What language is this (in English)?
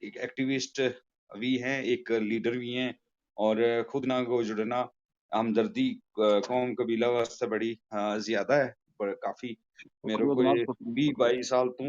Gujari